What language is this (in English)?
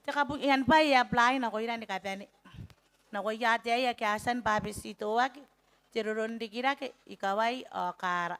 Gilbertese